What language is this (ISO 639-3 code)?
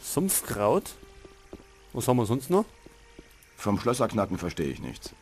bar